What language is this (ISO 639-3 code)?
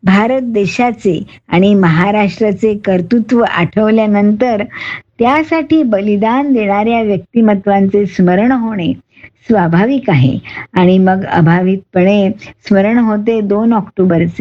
mar